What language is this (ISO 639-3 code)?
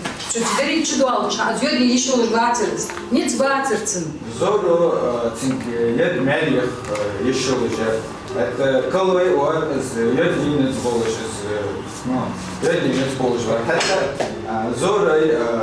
inh